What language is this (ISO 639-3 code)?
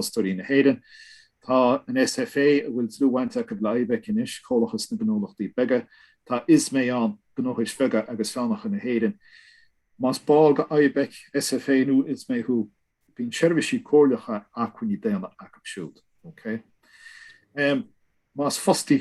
gle